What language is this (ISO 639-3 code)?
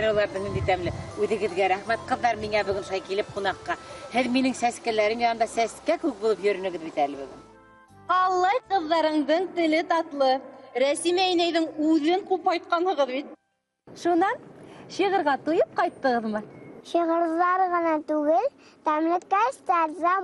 bak